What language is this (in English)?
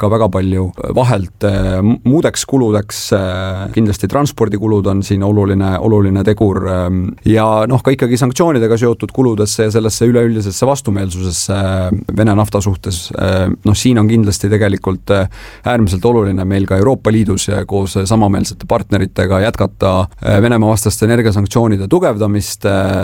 Estonian